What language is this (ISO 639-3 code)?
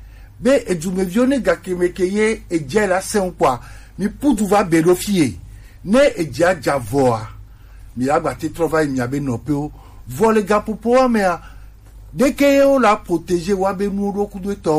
gej